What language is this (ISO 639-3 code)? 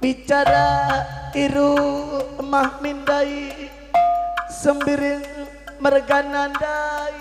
btx